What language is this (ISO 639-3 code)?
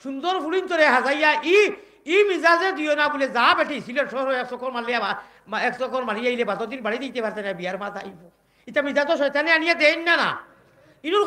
syl